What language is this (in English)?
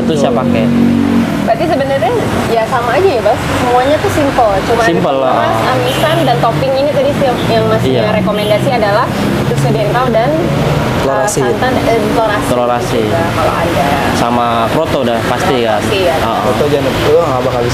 Indonesian